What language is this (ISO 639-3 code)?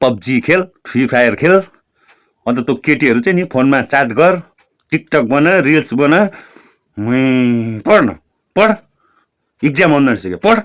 nep